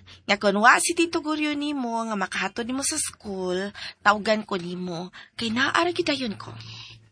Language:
Cebuano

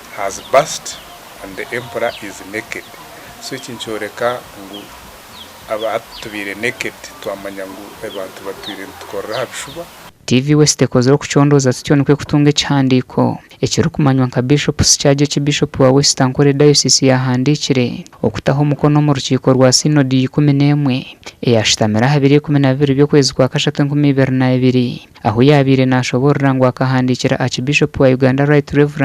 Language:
Nyankole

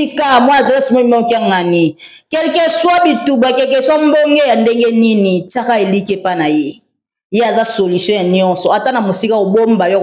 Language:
Lingala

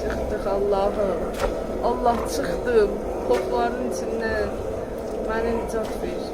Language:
South Azerbaijani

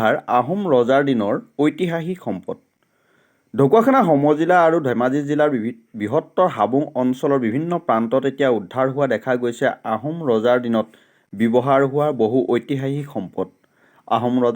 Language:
Assamese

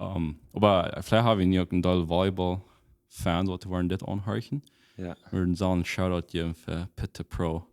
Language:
Plautdietsch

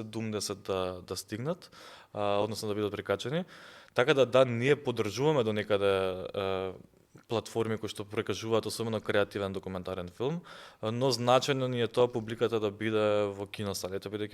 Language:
Macedonian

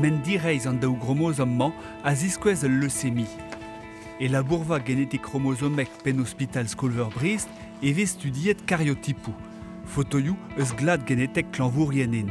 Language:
Breton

